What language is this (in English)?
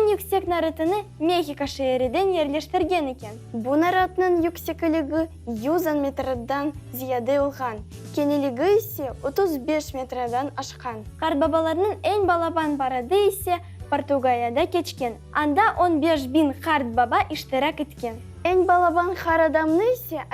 Crimean Tatar